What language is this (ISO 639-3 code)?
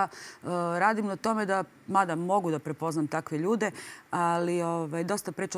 srp